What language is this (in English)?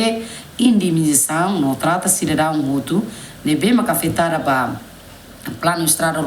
Tetum